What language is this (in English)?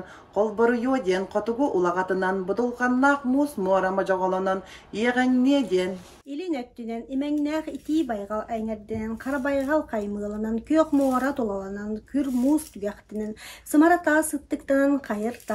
Yakut